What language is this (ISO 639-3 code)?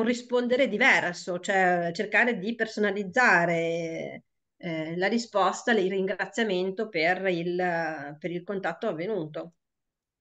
ita